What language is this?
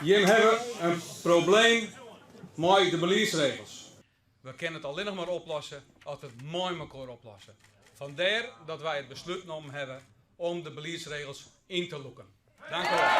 Western Frisian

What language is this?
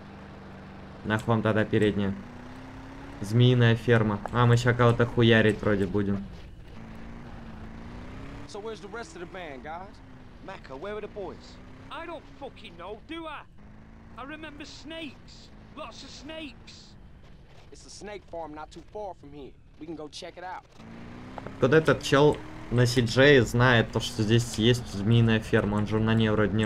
Russian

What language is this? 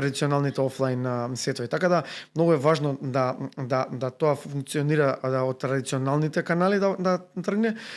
Macedonian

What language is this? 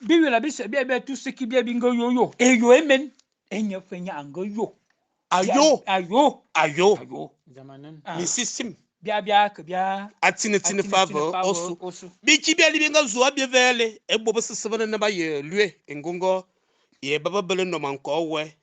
Fang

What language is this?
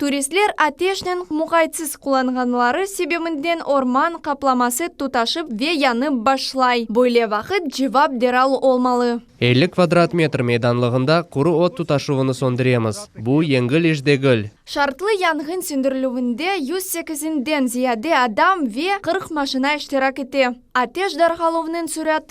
Crimean Tatar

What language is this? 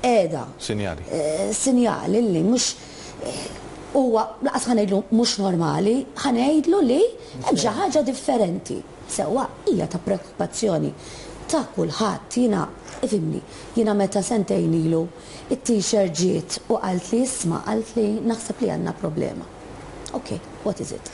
Maltese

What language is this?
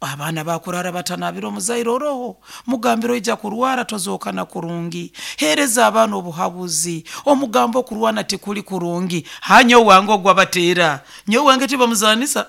Nyankole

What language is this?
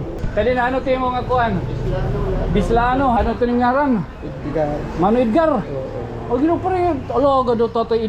Waray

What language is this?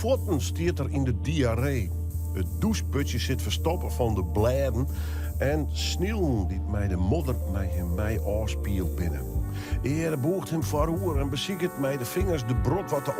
Western Frisian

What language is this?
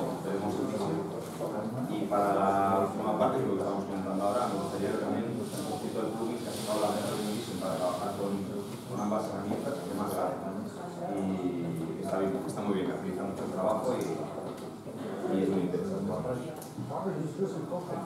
Spanish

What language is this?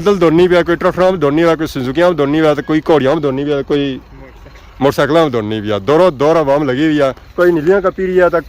Pahari-Potwari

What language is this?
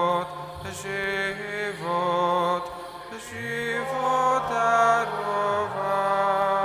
Slovak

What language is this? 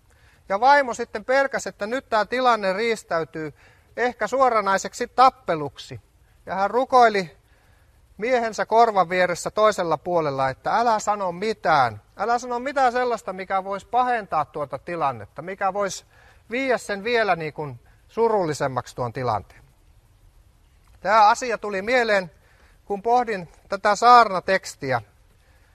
Finnish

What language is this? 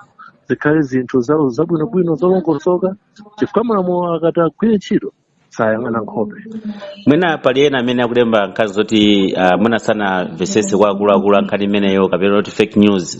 Nyanja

